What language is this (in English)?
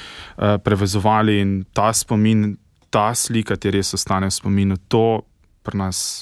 Slovenian